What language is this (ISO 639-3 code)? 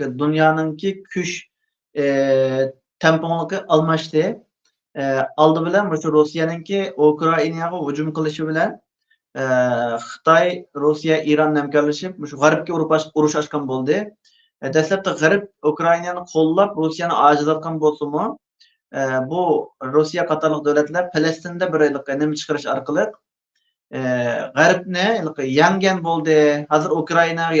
uig